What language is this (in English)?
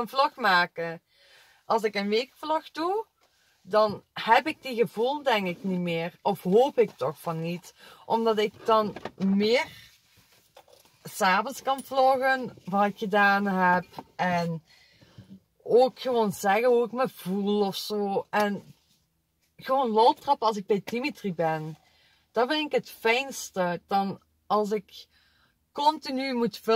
Dutch